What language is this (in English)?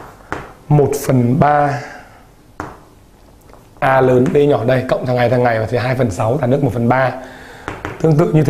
Vietnamese